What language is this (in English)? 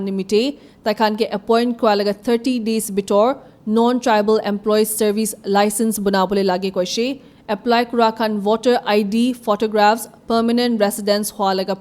Naga Pidgin